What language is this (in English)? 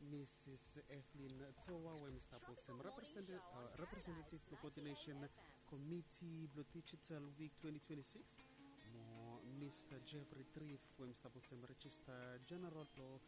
Bislama